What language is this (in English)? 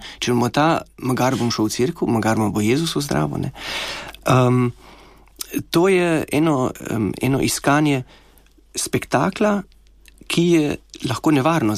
Slovenian